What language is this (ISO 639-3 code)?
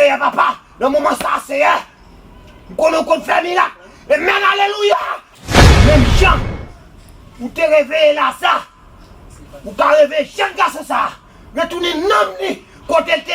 hat